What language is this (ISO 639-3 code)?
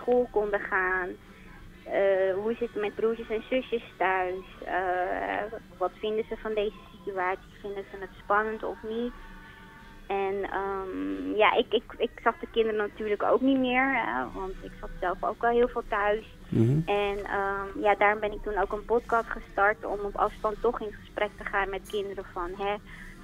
nld